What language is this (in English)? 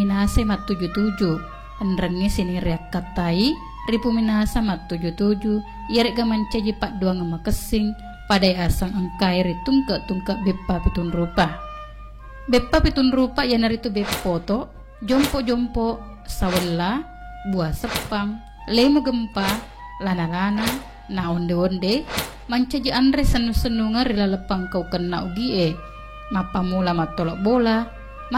Buginese